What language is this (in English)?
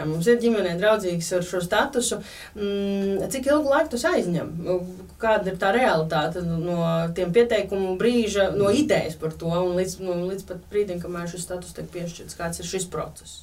Latvian